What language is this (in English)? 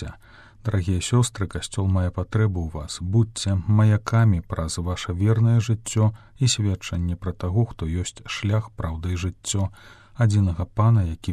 Belarusian